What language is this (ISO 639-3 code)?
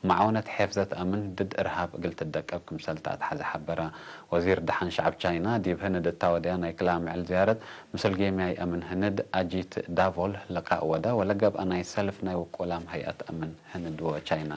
tig